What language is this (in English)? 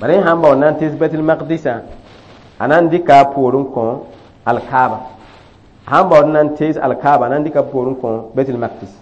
Mossi